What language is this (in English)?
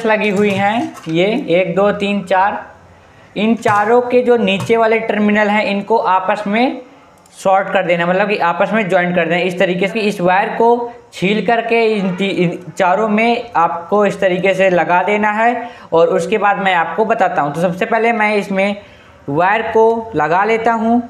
Hindi